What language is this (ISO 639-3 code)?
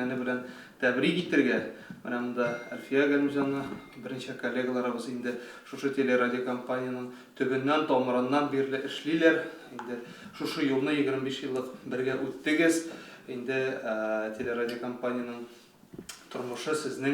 tat